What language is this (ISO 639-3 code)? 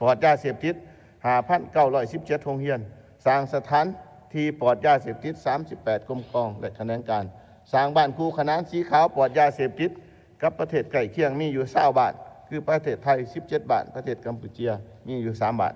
lao